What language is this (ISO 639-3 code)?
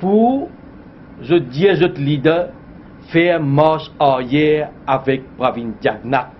mfe